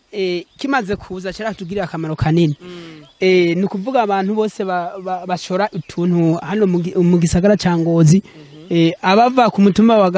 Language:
Rundi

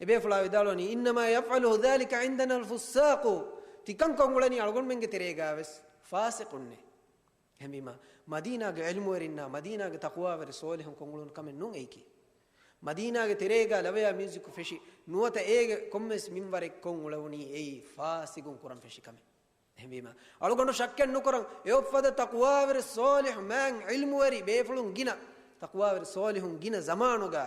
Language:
Divehi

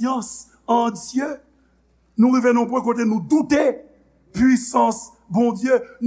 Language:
Haitian Creole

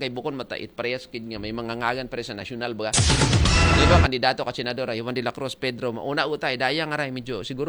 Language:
Aklanon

